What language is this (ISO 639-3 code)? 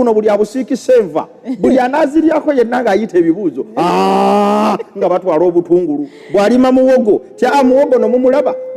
lug